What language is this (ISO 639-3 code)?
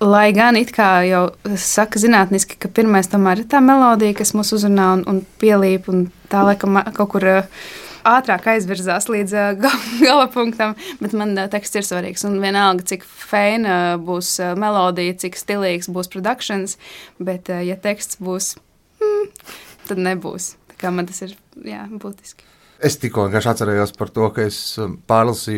lav